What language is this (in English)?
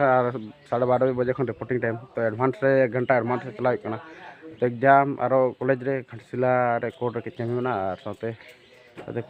Santali